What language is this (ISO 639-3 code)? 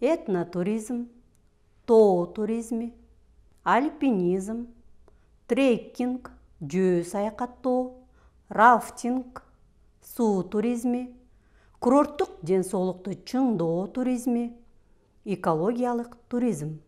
kir